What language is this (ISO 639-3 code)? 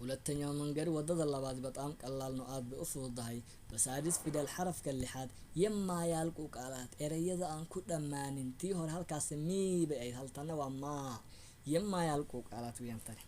som